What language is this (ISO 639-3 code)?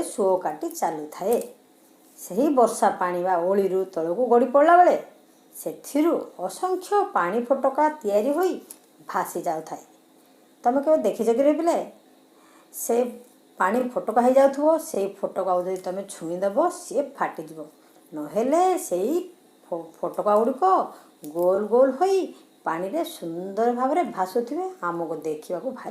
ori